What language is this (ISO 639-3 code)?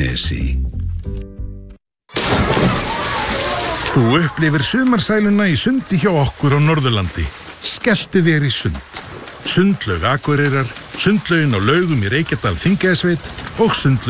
isl